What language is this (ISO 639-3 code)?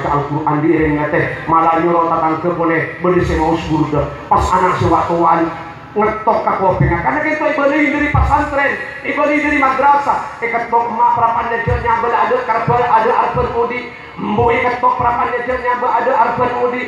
mad